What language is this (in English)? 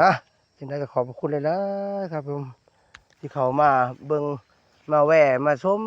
Northeastern Thai